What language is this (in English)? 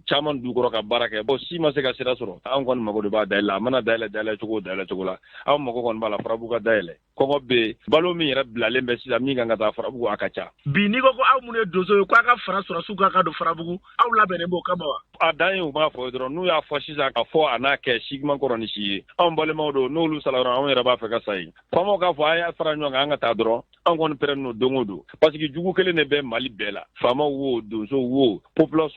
Bambara